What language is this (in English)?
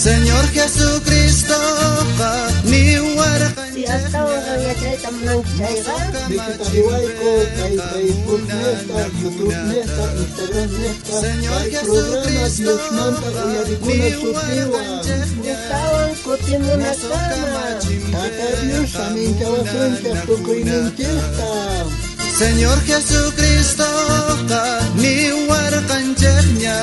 South Bolivian Quechua